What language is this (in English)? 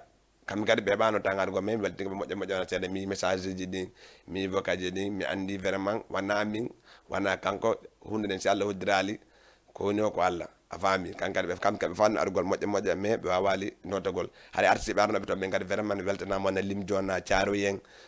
Fula